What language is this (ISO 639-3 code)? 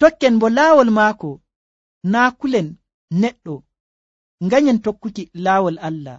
fuv